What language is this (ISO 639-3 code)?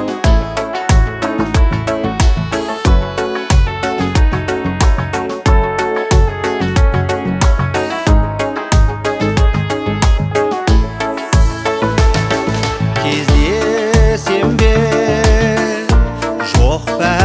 kaz